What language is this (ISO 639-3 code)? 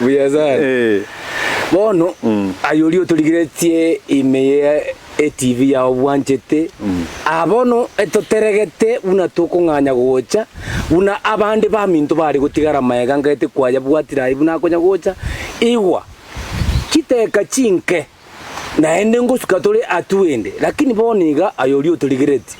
guz